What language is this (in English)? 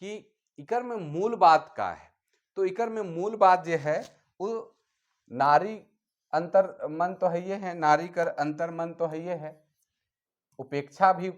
Sadri